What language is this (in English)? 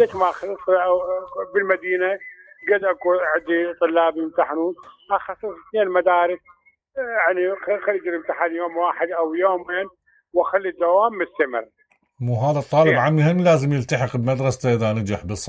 Mesopotamian Arabic